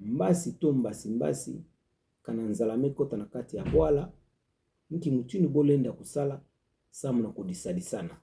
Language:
Kituba (Democratic Republic of Congo)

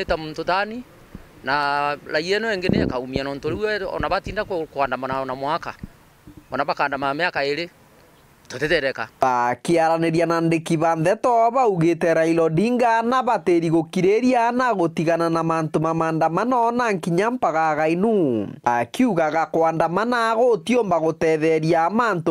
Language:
Meru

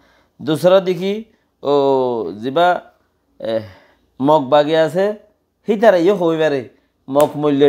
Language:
Rohingya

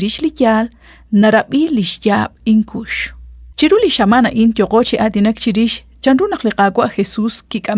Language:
Kekchí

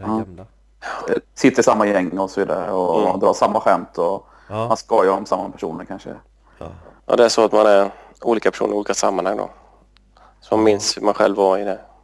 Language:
Swedish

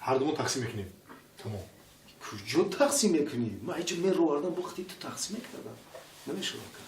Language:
Tajik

